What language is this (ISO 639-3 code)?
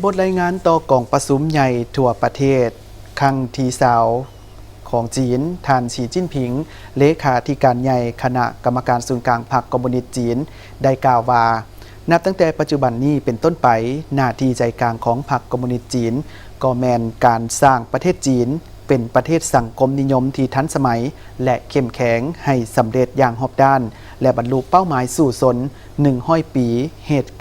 lao